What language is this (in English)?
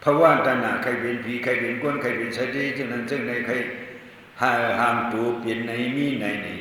Shan